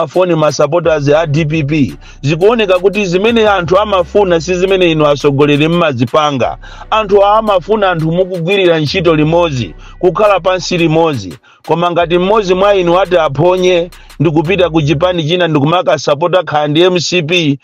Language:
Nyanja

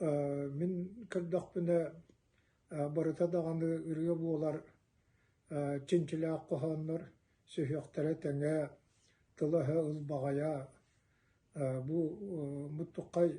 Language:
Yakut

